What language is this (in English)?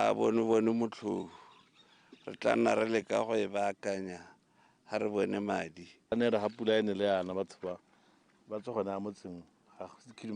Tswana